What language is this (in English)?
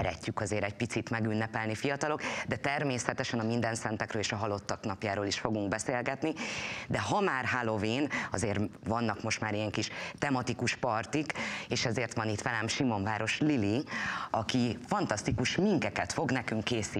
Hungarian